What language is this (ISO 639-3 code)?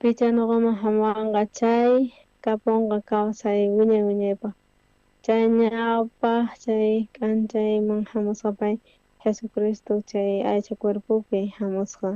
quh